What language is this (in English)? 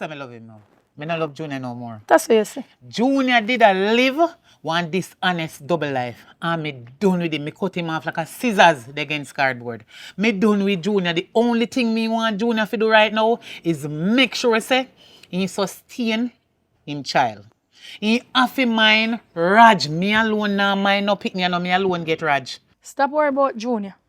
Jamaican Creole English